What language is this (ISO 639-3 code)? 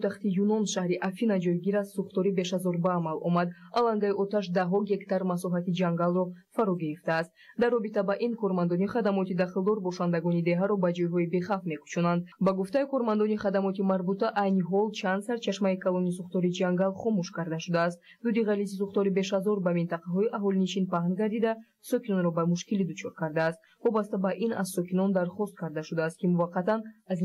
tgk